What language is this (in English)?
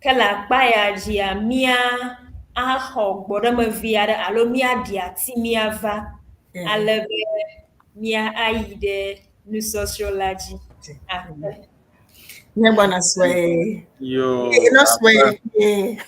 Ewe